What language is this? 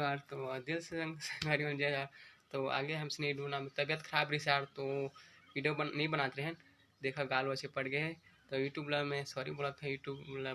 Chhattisgarhi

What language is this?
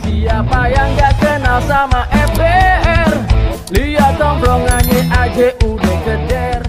Betawi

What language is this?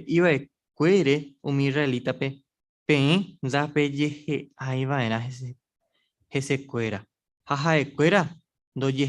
Guarani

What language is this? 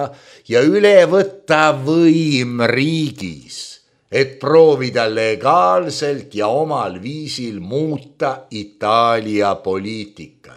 Estonian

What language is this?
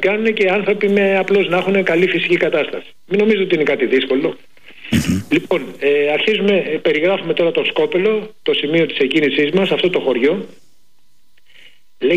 Greek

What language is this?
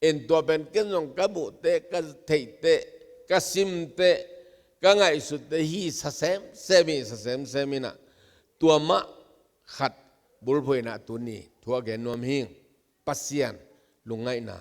Tedim Chin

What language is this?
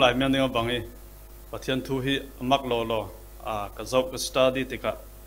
Falam Chin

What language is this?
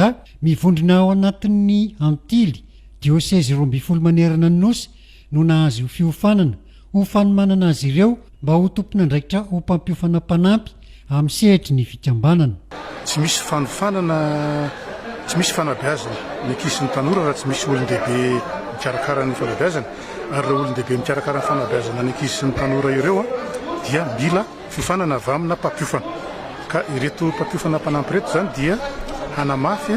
Malagasy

